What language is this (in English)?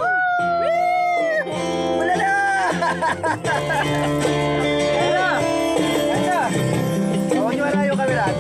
Filipino